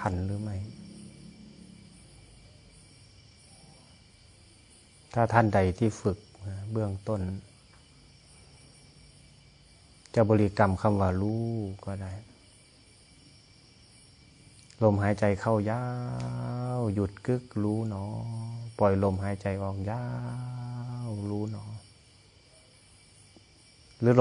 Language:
Thai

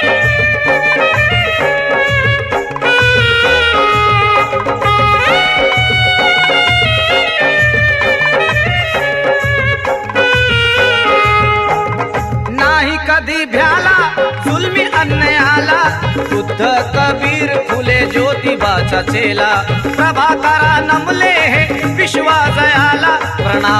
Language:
Marathi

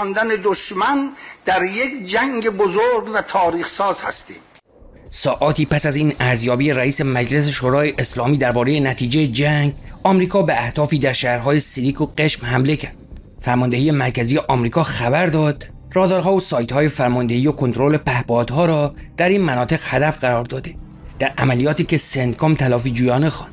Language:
Persian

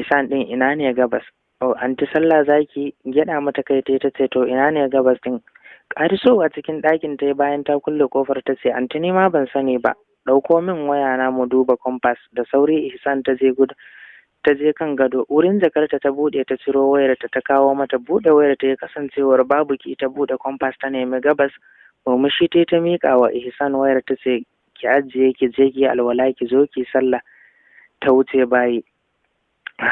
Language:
Hausa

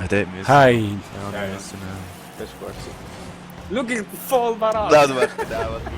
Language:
Swiss German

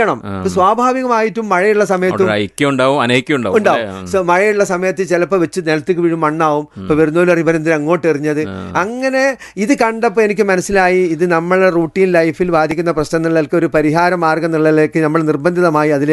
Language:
Malayalam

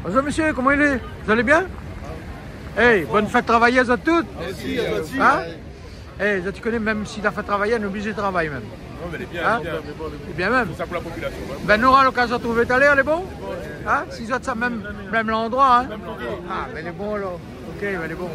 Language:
Réunion Creole French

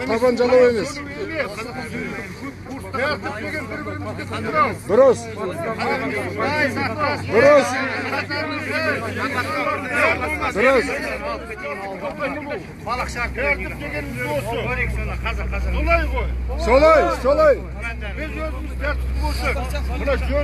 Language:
Kazakh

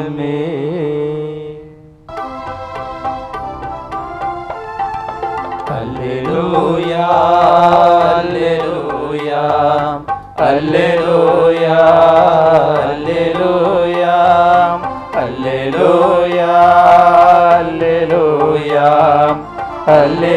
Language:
Tamil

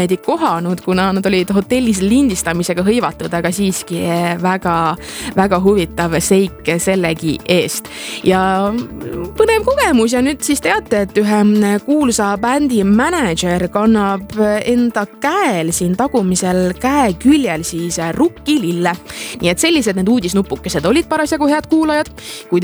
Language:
Estonian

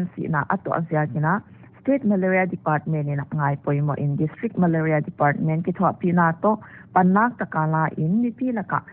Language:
Paite Chin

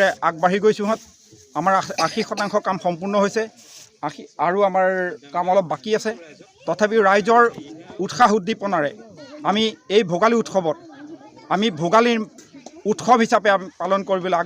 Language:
Assamese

